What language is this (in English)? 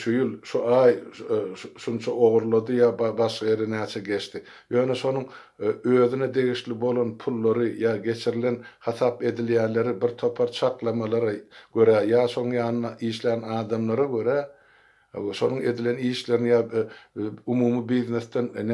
Turkmen